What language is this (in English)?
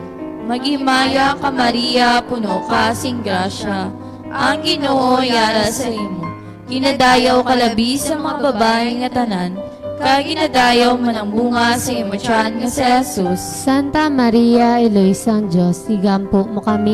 Hiligaynon